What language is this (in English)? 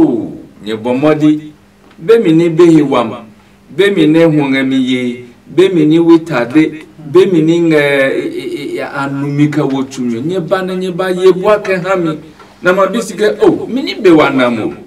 Adangme